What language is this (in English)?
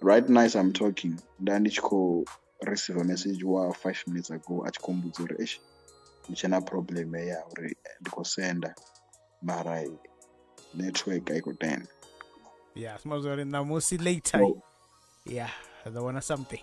Venda